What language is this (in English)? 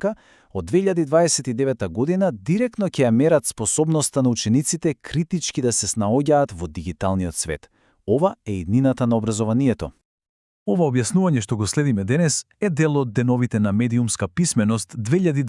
Macedonian